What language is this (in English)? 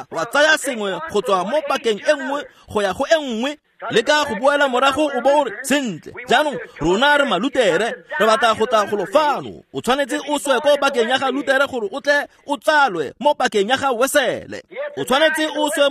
Tswana